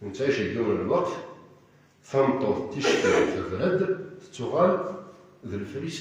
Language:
Kabyle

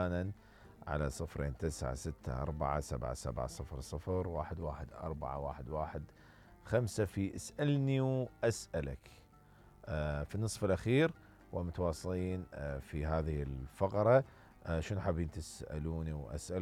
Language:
Mesopotamian Arabic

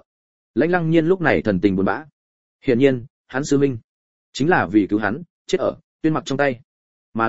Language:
Vietnamese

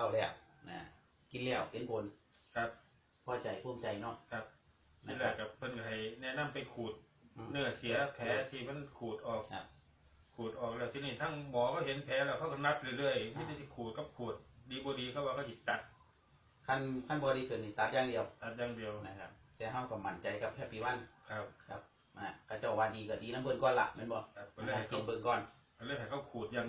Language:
Northeastern Thai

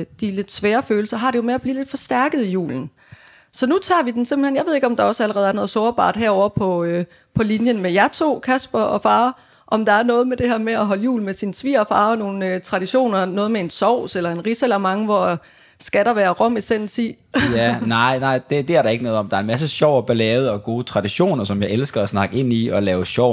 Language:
Danish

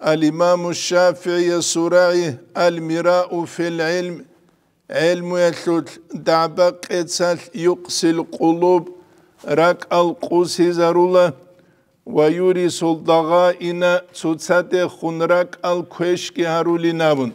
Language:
Avaric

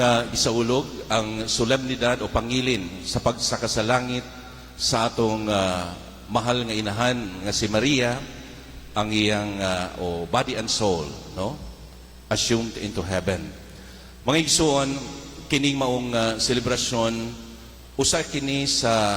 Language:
Cebuano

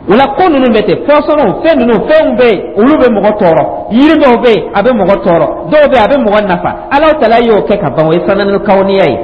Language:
Dyula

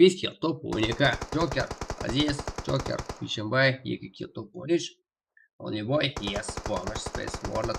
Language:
Kara-Kalpak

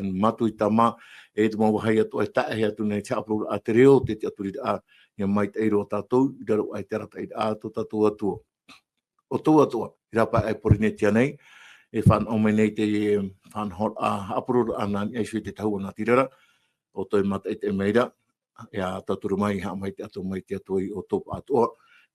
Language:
Tahitian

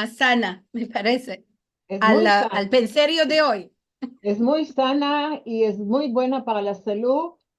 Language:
Ladino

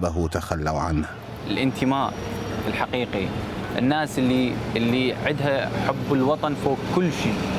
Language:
Mesopotamian Arabic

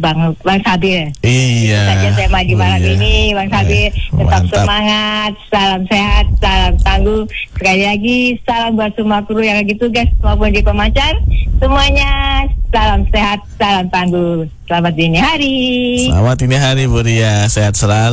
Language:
Indonesian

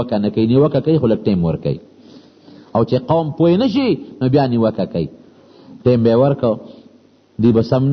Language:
Pashto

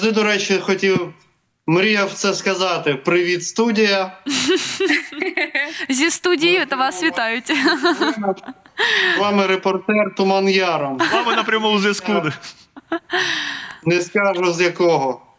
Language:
Ukrainian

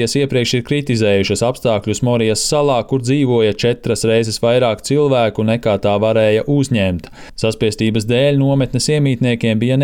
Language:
Latvian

